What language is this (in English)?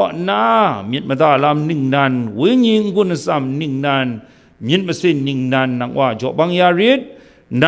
Kachin